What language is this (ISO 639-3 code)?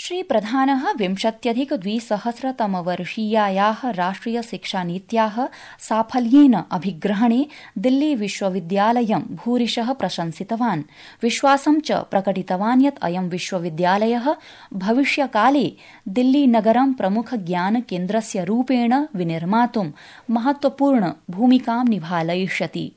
san